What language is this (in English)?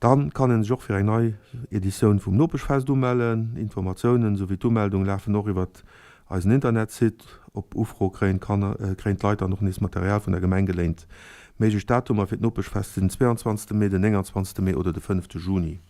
Luxembourgish